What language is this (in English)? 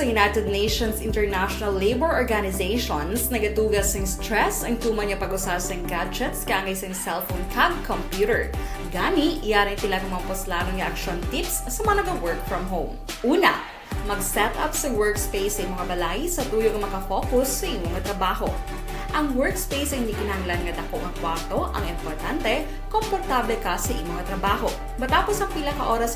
Hiligaynon